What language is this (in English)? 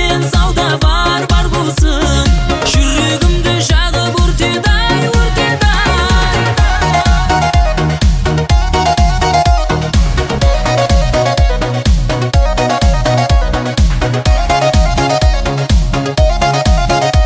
Kazakh